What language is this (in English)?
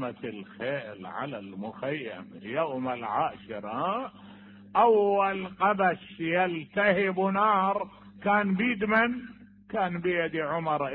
Mesopotamian Arabic